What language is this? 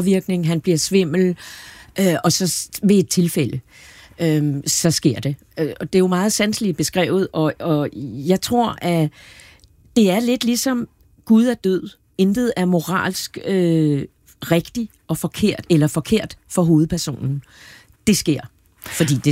Danish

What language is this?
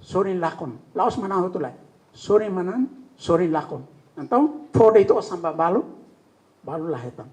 Tetum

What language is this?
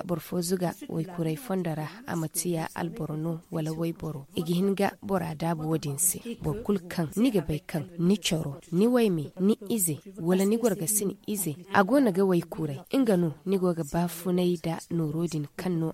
Zarma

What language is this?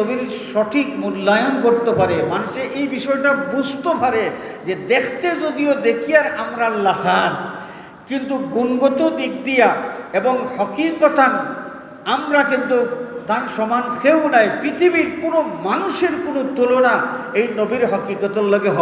Sylheti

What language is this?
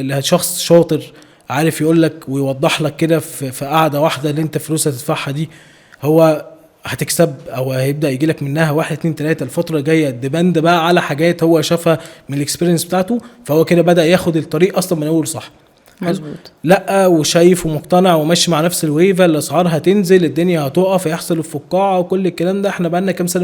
Egyptian Arabic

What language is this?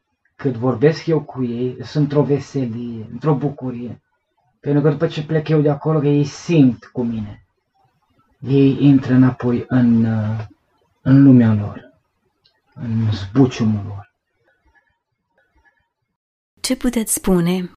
Romanian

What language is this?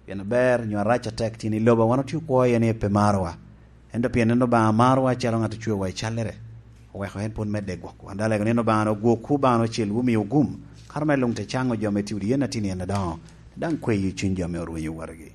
Lango (Uganda)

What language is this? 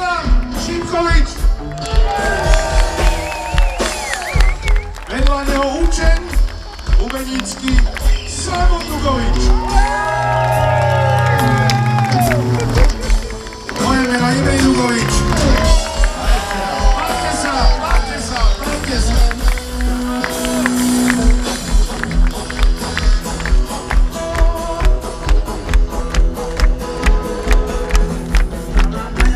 Slovak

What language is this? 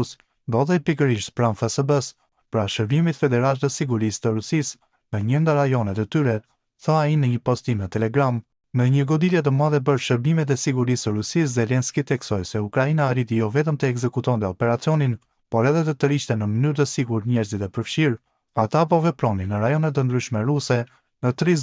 Albanian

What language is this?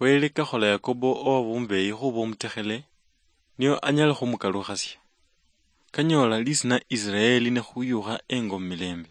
Luyia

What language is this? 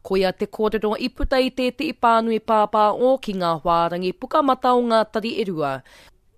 Māori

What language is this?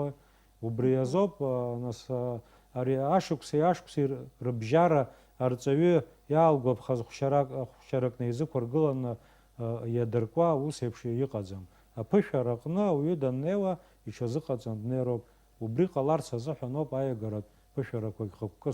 Abkhazian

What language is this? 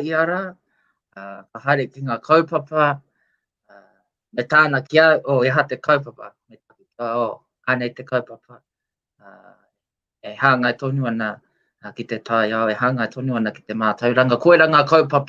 Māori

